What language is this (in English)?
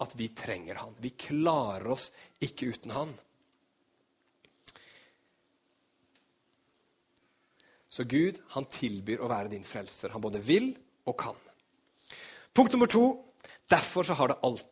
Norwegian